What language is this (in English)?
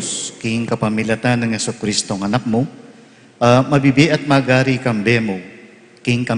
Pampanga